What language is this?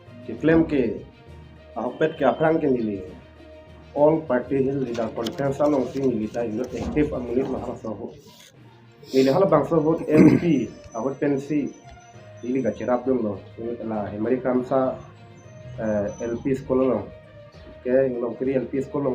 Karbi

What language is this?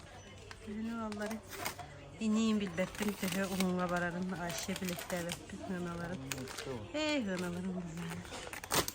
Yakut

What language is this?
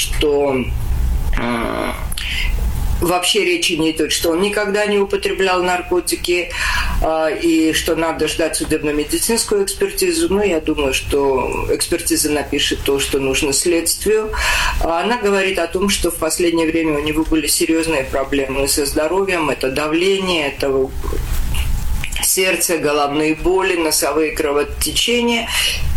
Russian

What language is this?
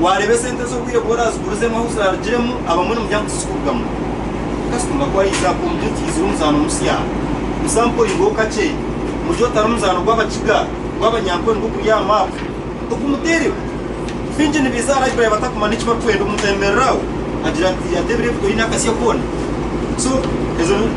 Nyankole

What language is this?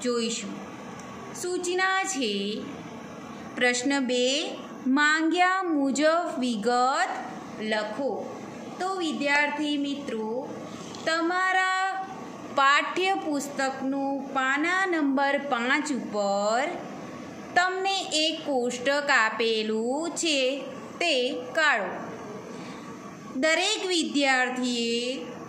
Gujarati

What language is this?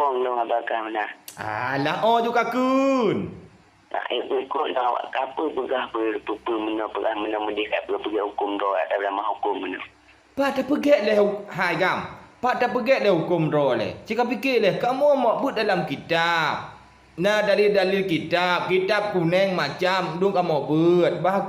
Achinese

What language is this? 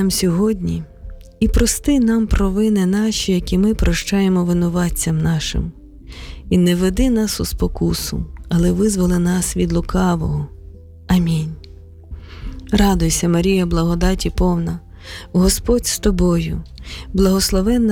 Ukrainian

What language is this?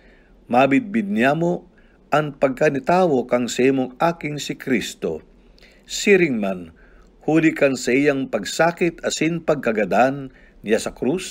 Bikol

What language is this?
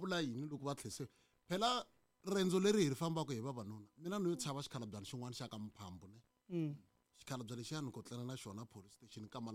Tsonga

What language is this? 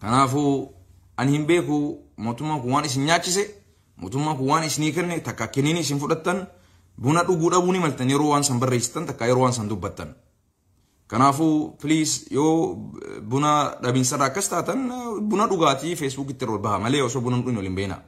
Oromo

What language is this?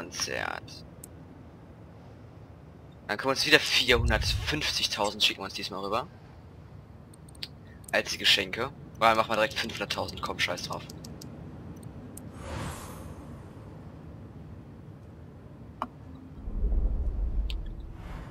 German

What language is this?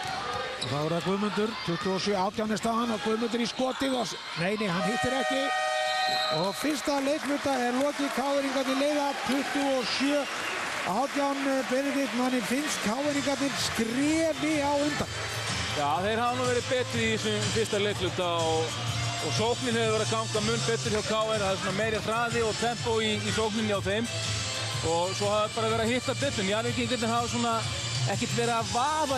Icelandic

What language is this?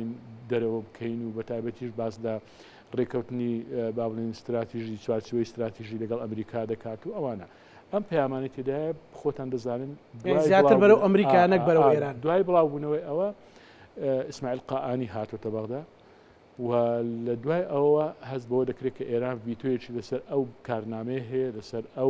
Central Kurdish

